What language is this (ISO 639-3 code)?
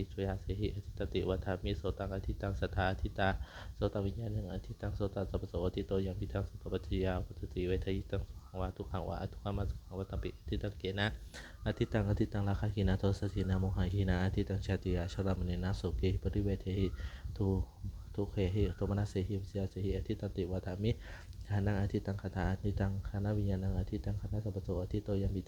pli